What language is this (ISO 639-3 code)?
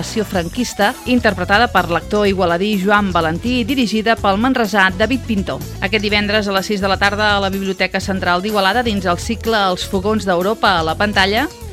cat